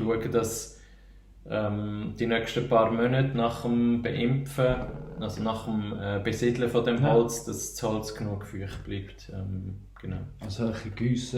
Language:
Swiss German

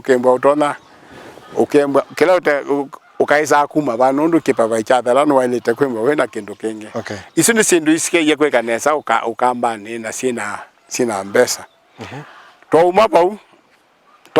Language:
Kamba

